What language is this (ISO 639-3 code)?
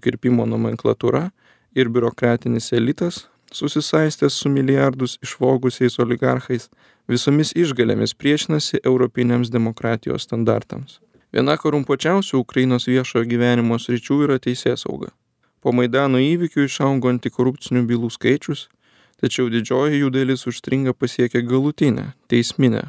lit